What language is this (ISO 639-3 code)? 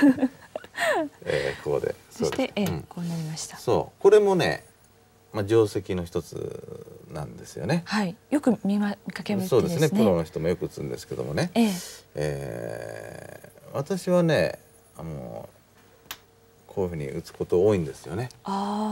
jpn